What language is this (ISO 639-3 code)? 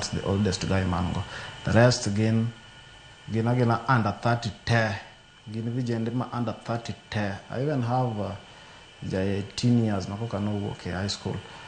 luo